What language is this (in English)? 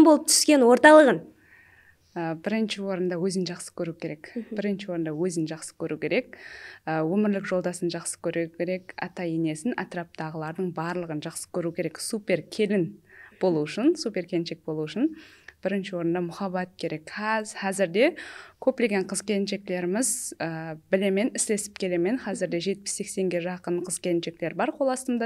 Kara-Kalpak